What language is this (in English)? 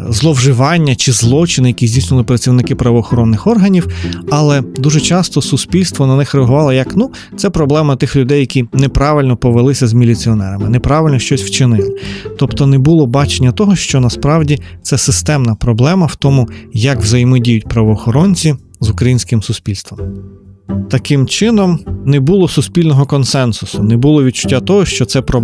Ukrainian